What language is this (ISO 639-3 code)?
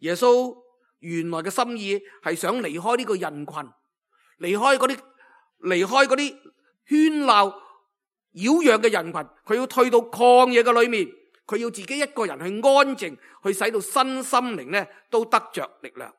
yue